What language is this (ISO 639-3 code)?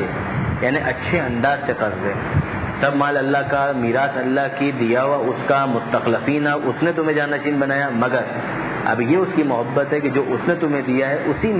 urd